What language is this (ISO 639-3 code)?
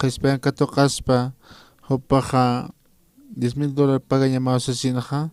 aym